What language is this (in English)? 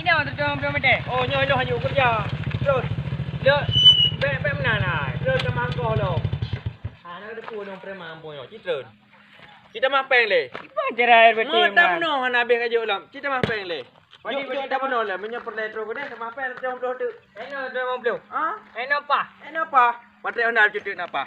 Achinese